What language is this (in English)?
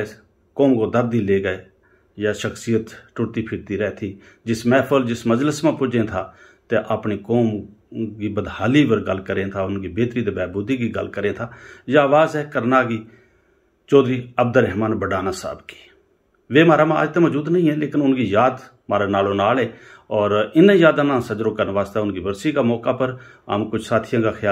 Gujari